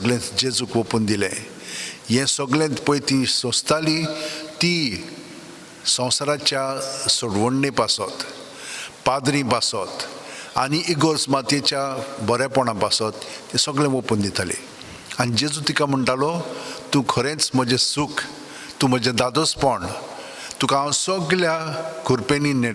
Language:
Konkani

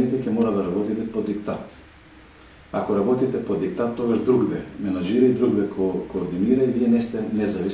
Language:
Macedonian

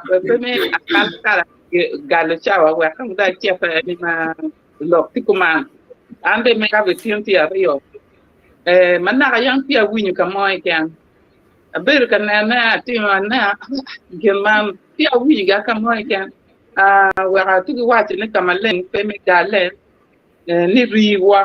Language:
Acoli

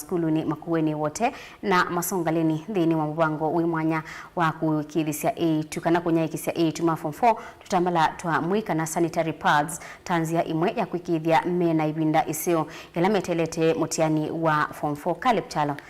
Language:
Kamba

